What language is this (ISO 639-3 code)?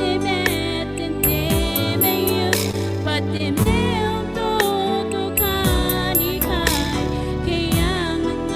gil